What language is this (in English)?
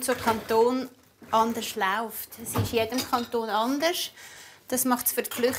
Swiss German